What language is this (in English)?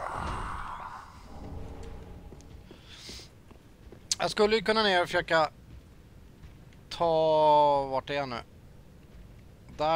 Swedish